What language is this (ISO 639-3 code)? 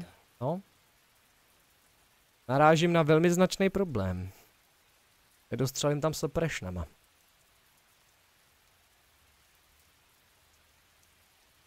ces